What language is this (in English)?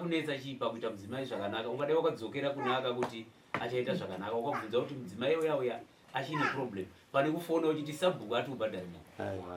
Shona